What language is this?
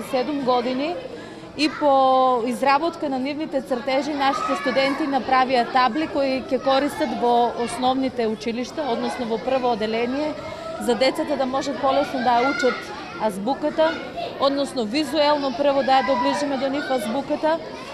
Macedonian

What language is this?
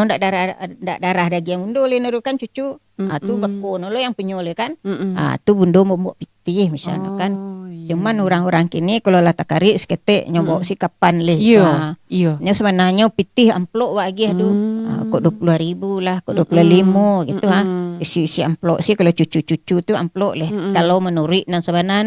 Minangkabau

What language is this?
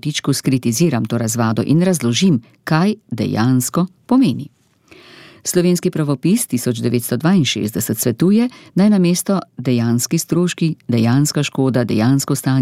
Slovenian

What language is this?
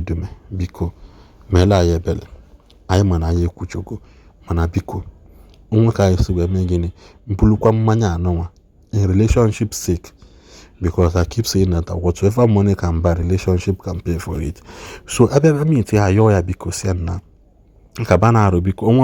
Igbo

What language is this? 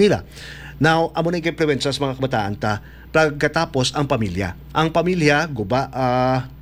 Hiligaynon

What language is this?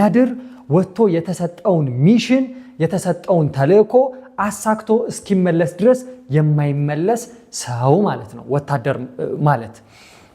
Amharic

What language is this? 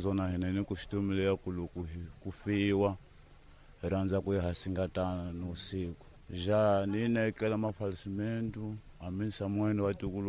Tsonga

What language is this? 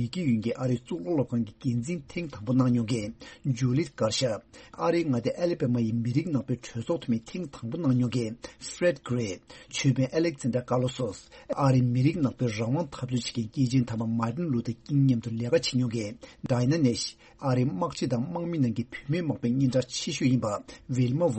Tibetan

